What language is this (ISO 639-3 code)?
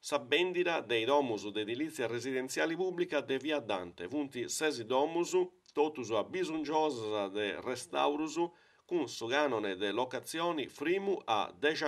srd